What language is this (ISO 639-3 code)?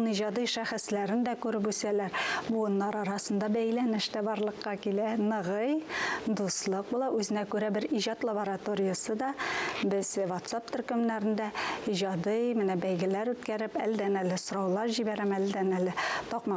tat